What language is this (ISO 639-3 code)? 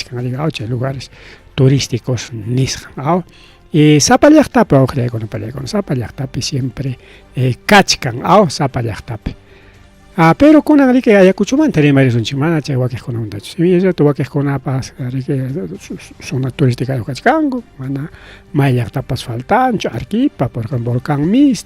quy